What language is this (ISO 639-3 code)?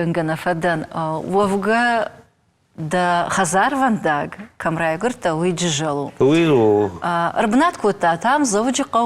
oss